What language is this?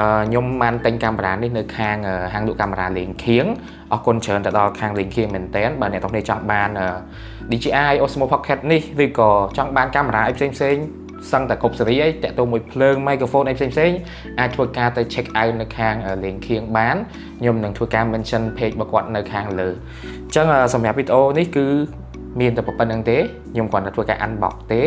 Khmer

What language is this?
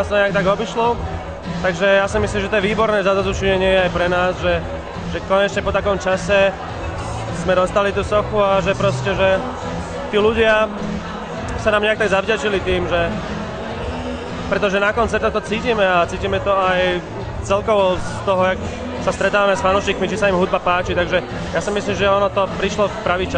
Slovak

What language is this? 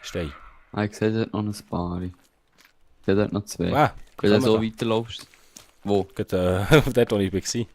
Swiss German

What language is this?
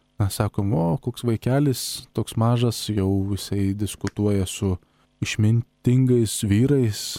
Lithuanian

